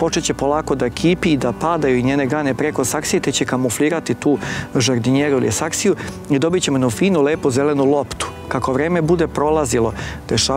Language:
Serbian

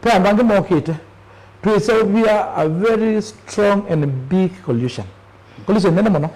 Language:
Kamba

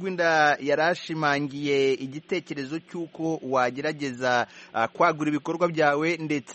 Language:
Kinyarwanda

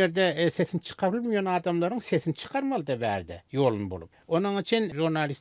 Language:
Turkmen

